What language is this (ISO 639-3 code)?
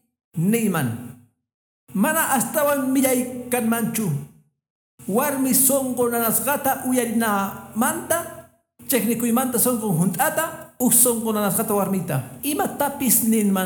que